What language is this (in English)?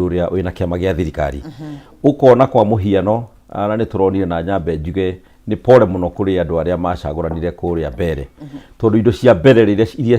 Kikuyu